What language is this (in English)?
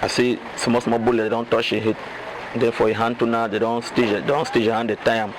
Cameroon Pidgin